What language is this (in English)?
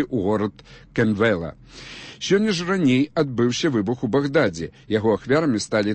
Belarusian